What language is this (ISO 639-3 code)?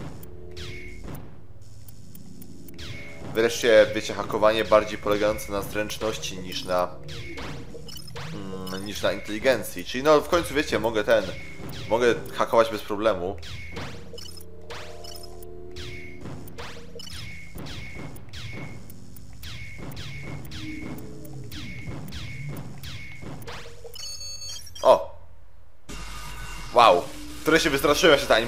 pol